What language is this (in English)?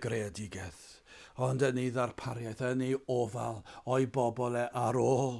Welsh